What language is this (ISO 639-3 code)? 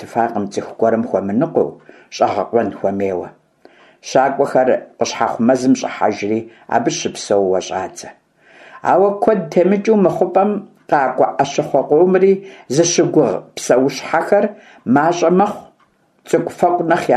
kbd